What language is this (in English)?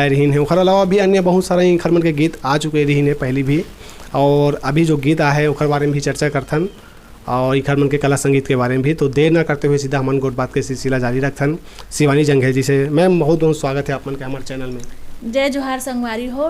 Chhattisgarhi